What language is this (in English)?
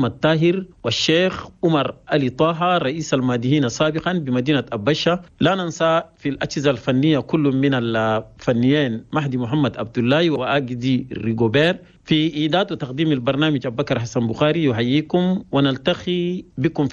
Chadian Arabic